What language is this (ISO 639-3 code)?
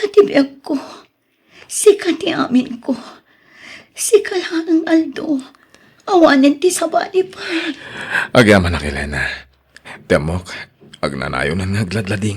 ilo